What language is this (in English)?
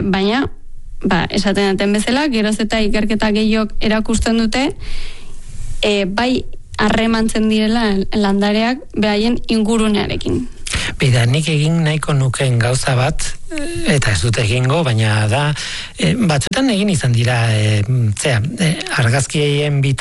Basque